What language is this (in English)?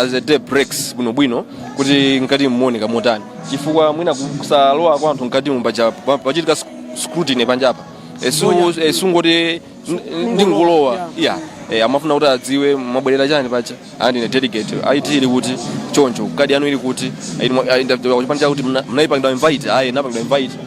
Nyanja